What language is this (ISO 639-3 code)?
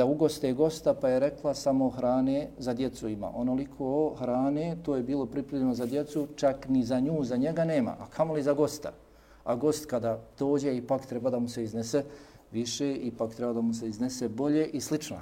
bos